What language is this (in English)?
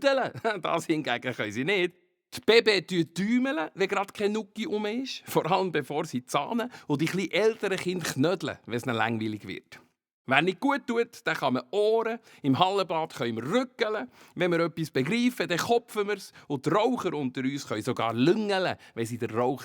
Swiss German